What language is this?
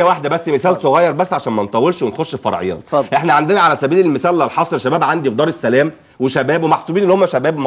Egyptian Arabic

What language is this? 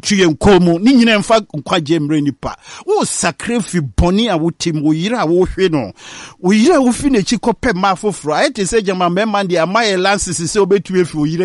Akan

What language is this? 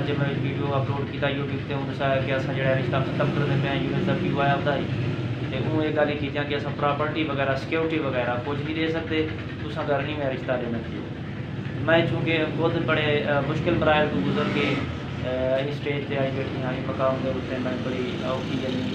Saraiki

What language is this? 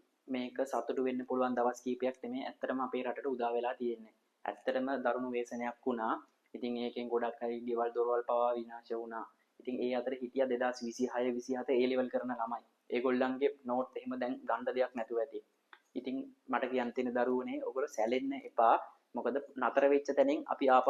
Sinhala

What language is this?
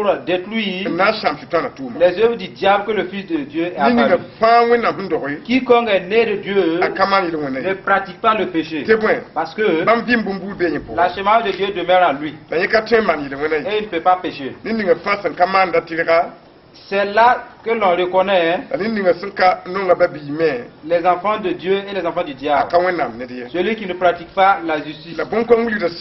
Mossi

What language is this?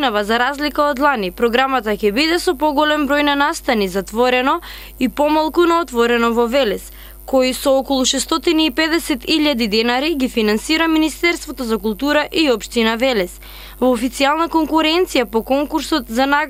Macedonian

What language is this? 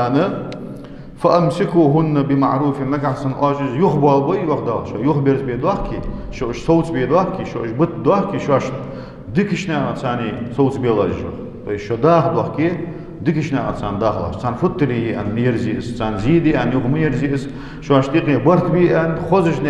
Ingush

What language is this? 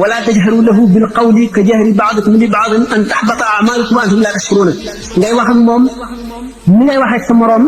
Wolof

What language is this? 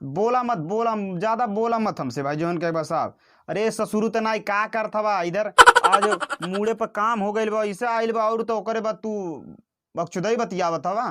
Bhojpuri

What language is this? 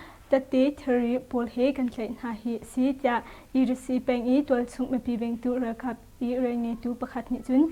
Hakha Chin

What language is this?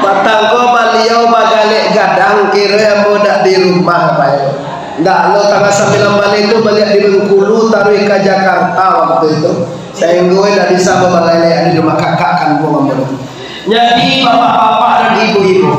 Minangkabau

